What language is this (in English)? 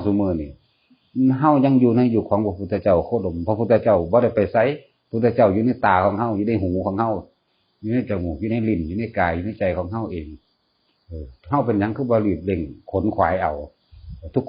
Northeastern Thai